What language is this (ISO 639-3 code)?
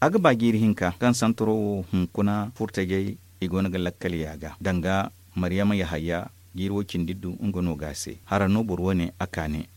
dje